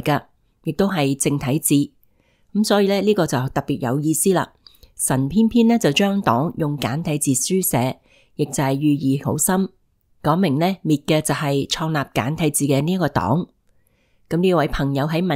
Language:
Cantonese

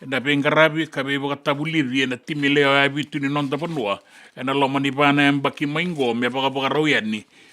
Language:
Fijian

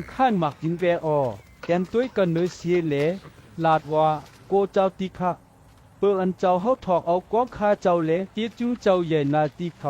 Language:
Shan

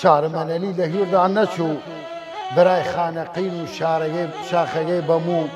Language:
Southern Kurdish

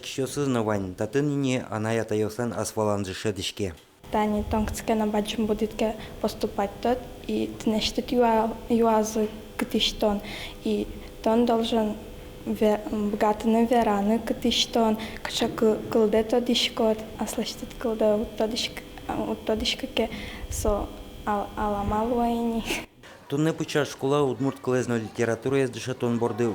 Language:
Udmurt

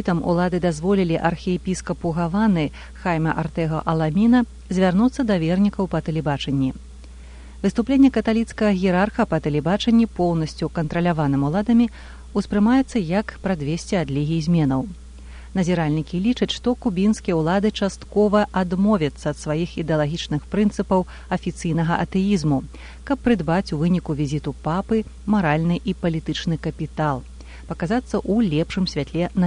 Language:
Belarusian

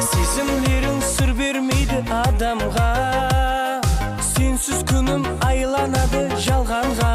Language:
Kara-Kalpak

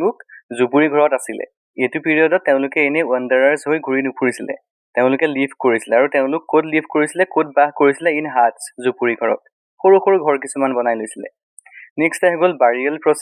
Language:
Assamese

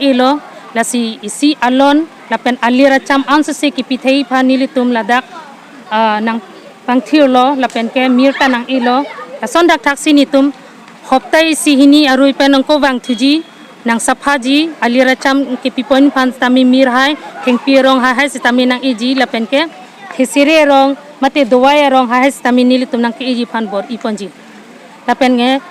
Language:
Karbi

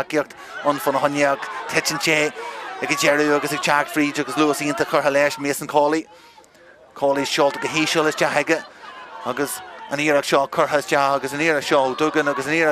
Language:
Irish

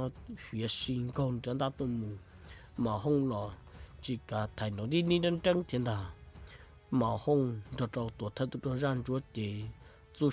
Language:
Hmong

